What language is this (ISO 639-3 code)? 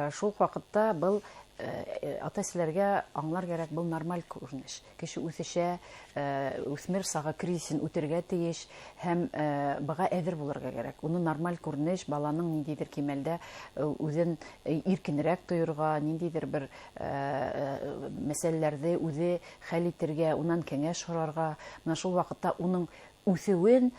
bak